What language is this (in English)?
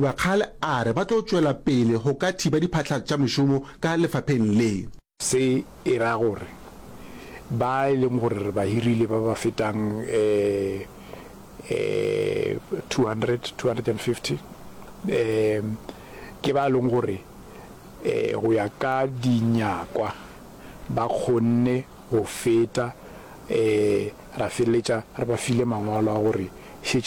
Northern Sotho